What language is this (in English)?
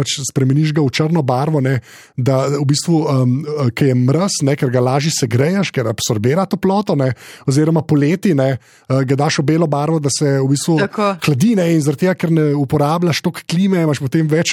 Slovenian